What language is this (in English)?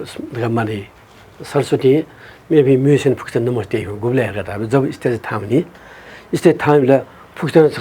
Newari